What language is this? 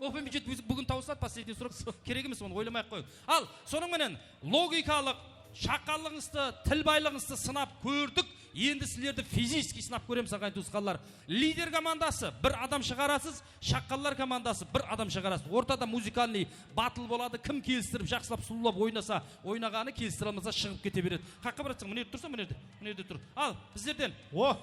Kara-Kalpak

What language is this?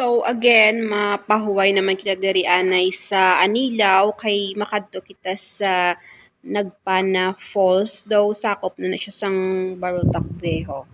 Hiligaynon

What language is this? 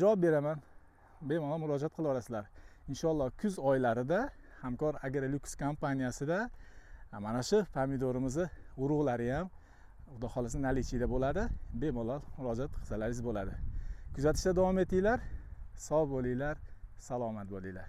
Uzbek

